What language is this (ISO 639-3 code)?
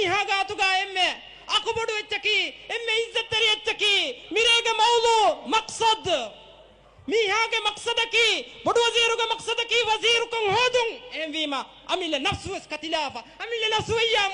div